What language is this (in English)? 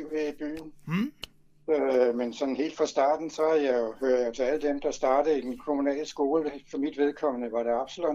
Danish